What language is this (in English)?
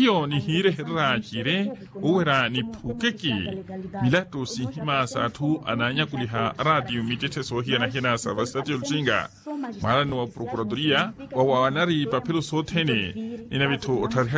Makhuwa